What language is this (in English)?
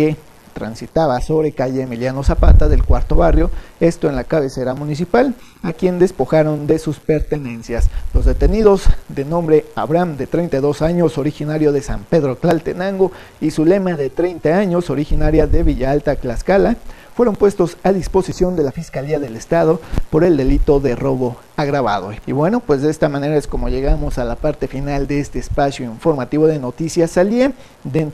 Spanish